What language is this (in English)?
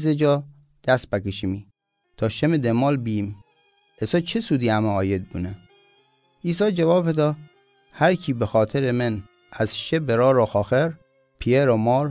Mazanderani